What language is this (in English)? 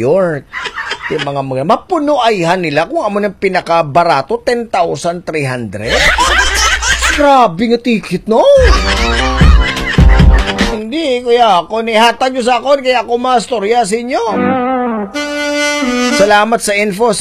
Hiligaynon